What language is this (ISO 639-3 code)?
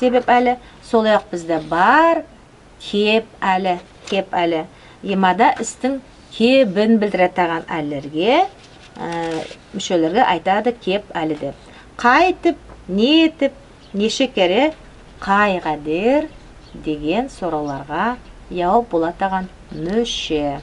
nog